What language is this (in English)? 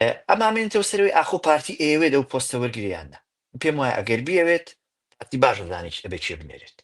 Central Kurdish